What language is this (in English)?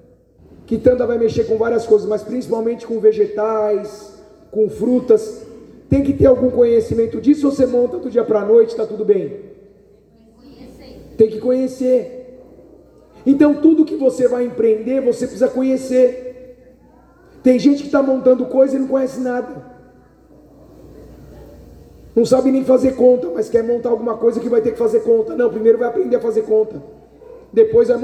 Portuguese